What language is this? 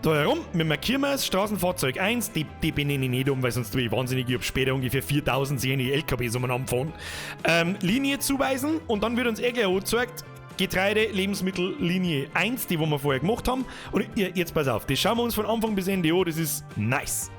Bavarian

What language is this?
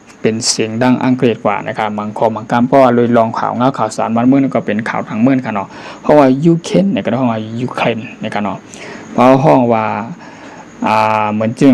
Shan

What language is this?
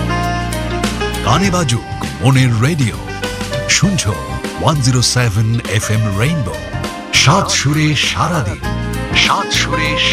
Bangla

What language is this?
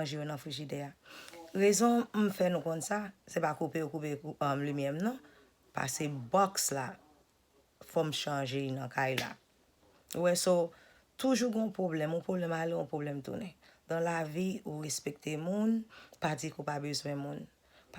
Haitian Creole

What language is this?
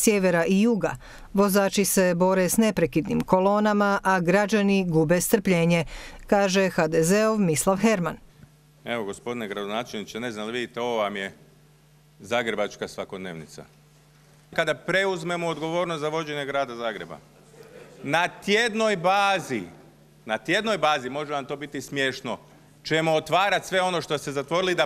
Croatian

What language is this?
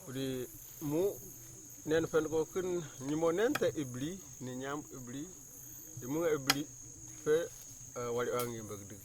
Kamasau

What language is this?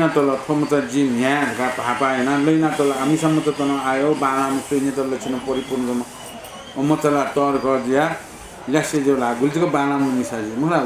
Newari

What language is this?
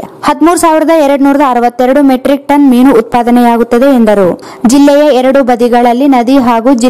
Kannada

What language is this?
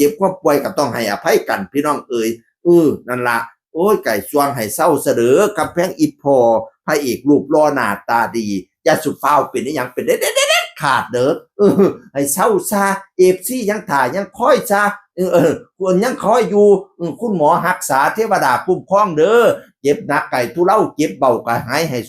Northeastern Thai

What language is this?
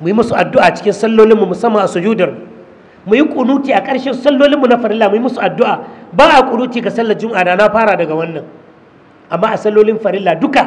Hausa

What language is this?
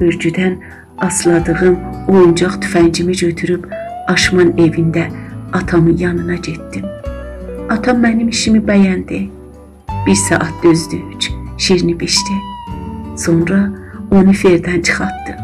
South Azerbaijani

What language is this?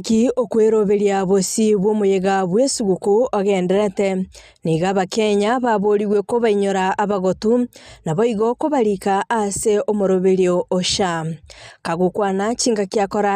Gusii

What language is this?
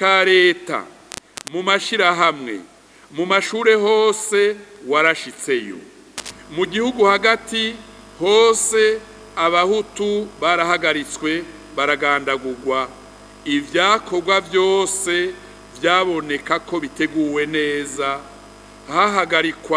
Rundi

